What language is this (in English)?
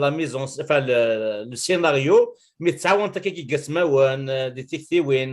Kabyle